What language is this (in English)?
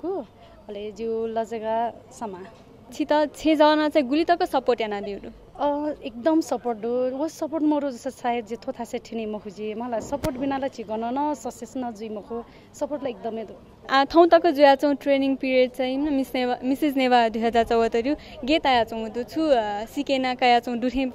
Newari